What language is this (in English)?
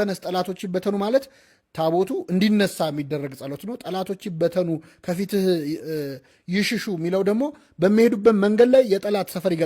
Amharic